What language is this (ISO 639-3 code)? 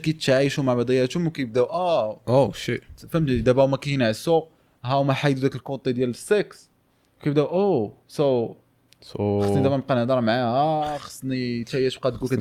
ary